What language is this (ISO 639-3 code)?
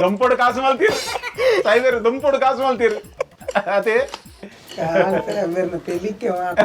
tcy